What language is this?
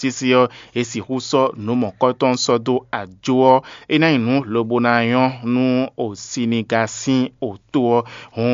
Fon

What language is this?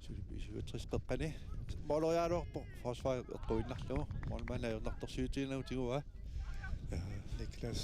Kalaallisut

